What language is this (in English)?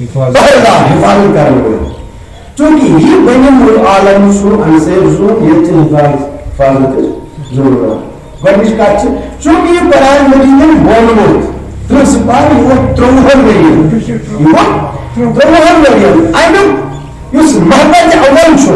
Kashmiri